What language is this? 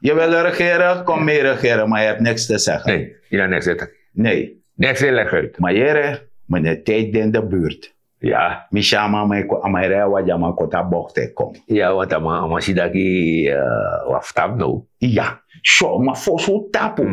Sranan Tongo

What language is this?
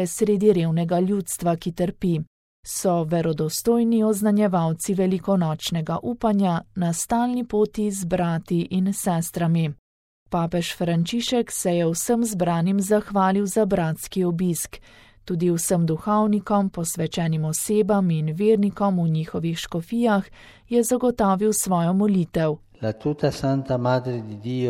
Slovenian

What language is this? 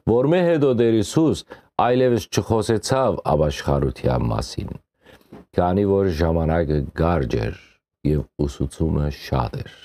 Western Armenian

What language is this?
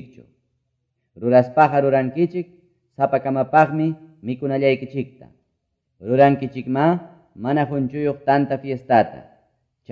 Quechua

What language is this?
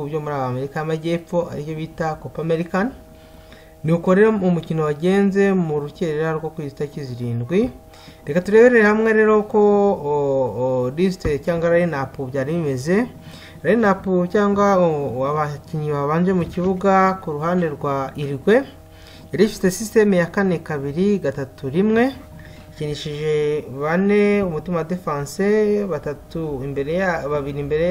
Kinyarwanda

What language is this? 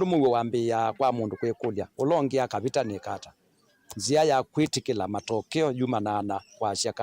Kamba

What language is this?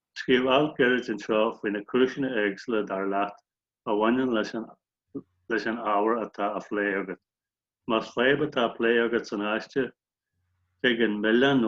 Irish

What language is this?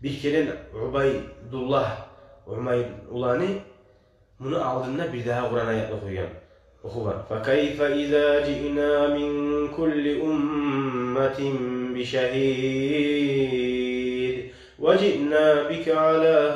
Kumyk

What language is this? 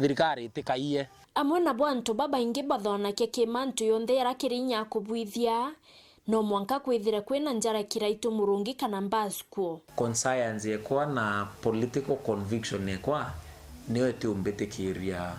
Meru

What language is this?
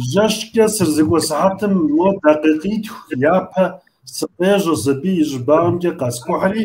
Kabardian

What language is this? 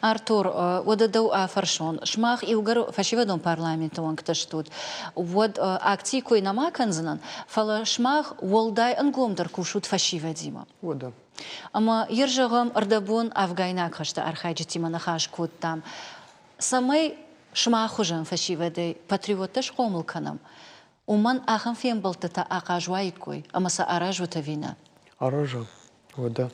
Ossetic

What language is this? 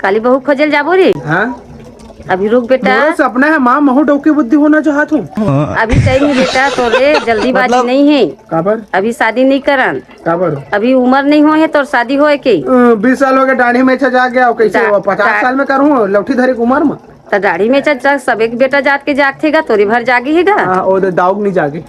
Chhattisgarhi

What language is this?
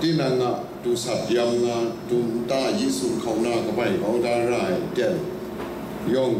Kachin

